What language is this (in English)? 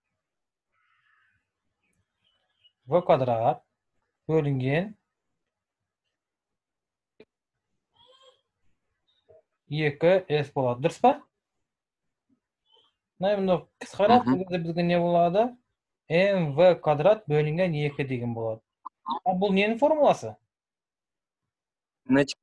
Kazakh